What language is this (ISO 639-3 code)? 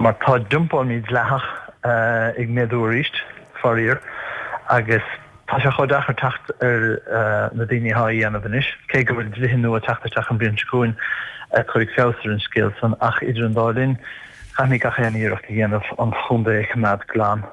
gle